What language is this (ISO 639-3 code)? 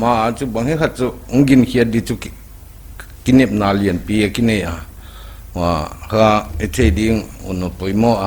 pck